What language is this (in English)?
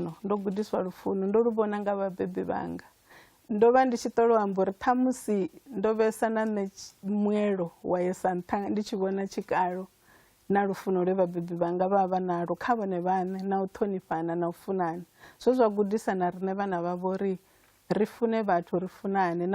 Venda